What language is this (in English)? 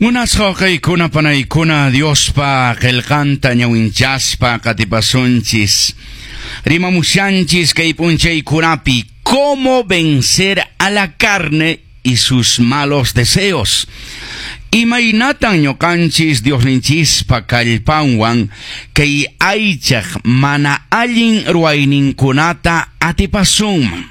Quechua